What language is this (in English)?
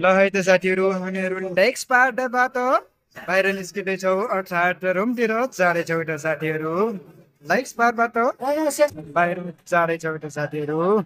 Nepali